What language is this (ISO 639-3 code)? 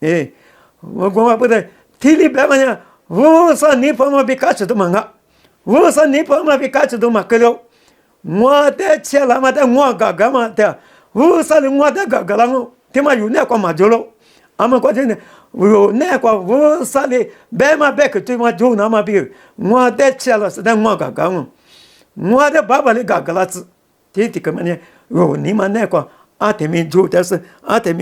lis